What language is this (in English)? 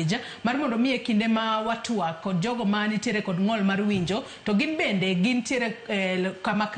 Luo (Kenya and Tanzania)